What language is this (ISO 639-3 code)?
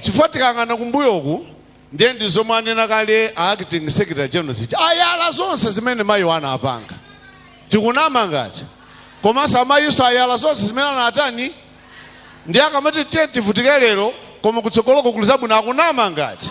nya